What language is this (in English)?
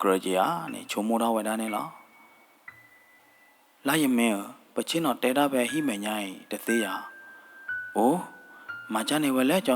S'gaw Karen